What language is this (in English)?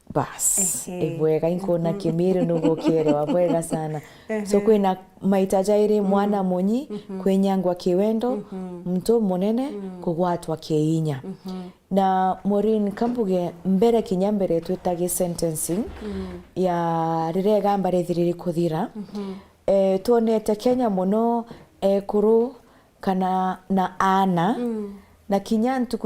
Meru